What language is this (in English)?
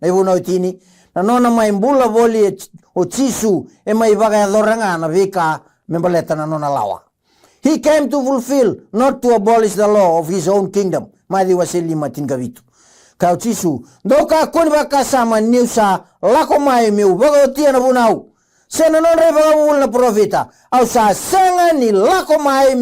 Fijian